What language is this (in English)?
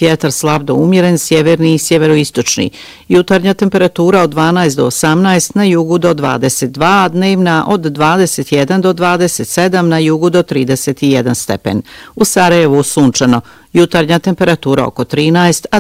Bosnian